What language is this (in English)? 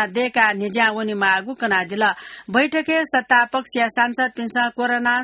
Newari